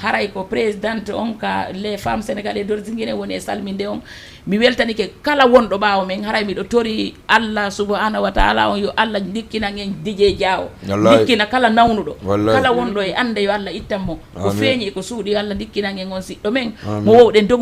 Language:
Fula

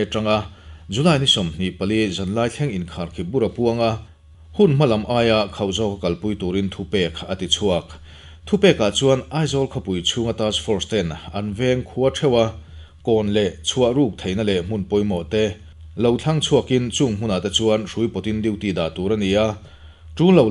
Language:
Mizo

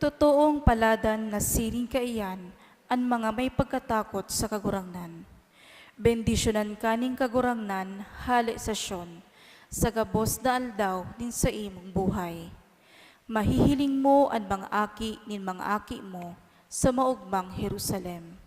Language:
Bikol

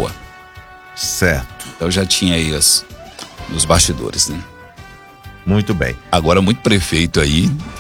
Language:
Portuguese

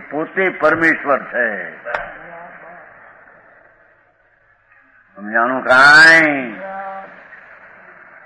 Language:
Gujarati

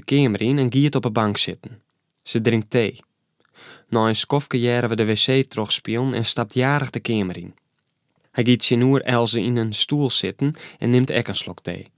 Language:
Western Frisian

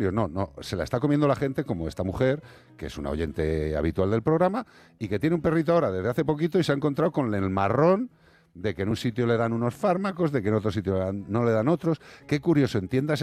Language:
Spanish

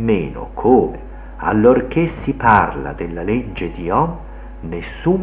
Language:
Italian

